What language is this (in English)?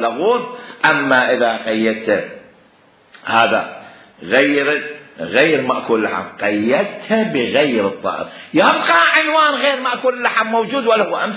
Mesopotamian Arabic